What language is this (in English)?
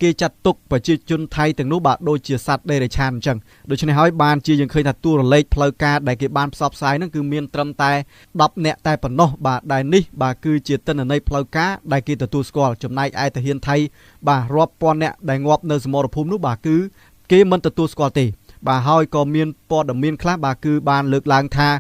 Khmer